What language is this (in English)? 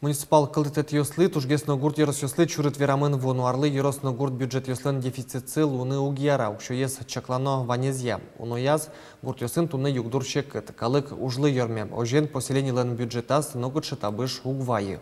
Udmurt